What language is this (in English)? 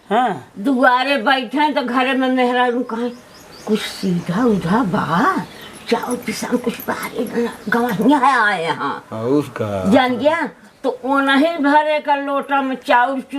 Awadhi